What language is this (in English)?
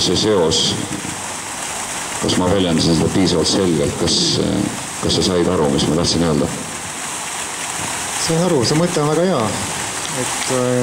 Estonian